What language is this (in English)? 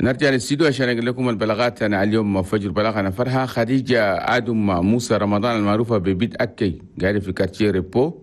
Chadian Arabic